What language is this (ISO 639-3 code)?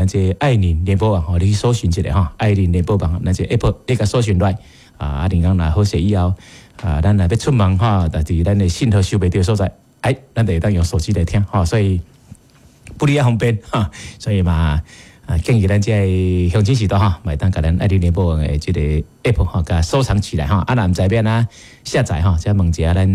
nan